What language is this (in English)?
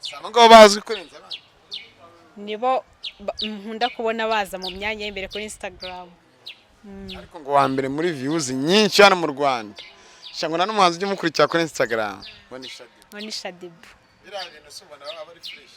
Kinyarwanda